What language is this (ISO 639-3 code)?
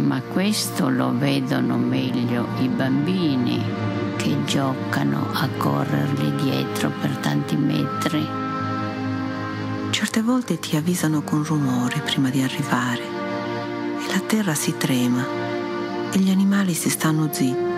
ita